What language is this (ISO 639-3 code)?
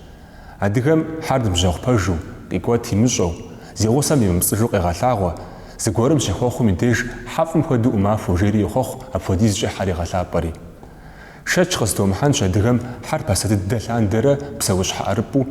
kbd